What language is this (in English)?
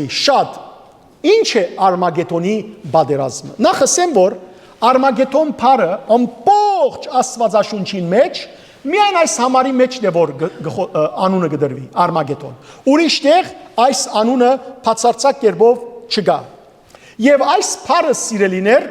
Western Armenian